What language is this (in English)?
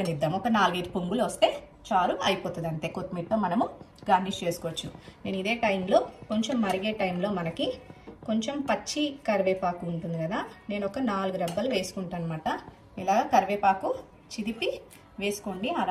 Telugu